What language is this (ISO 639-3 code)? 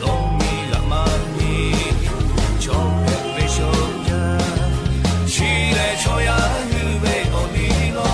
lhu